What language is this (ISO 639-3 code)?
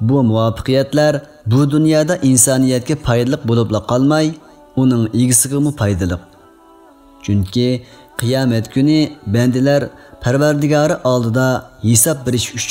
uig